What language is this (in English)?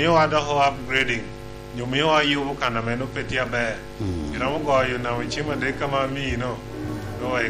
Lango (Uganda)